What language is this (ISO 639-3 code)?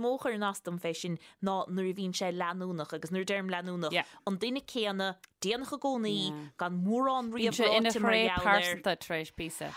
gle